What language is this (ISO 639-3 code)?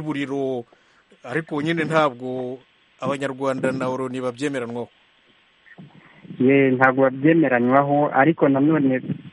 kin